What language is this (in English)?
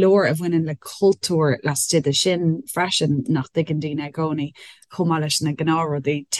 Irish